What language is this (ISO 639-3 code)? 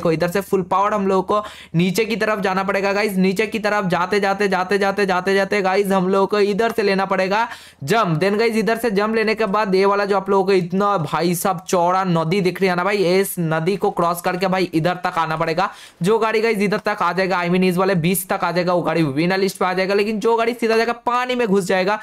hin